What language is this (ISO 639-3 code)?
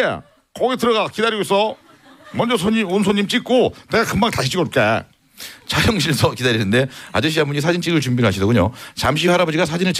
kor